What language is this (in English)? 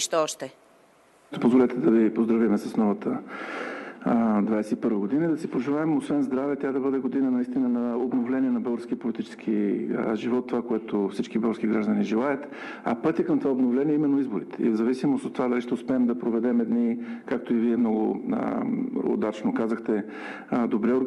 Bulgarian